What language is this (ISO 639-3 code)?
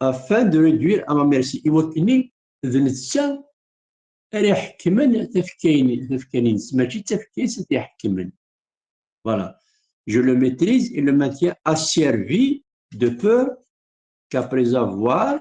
kab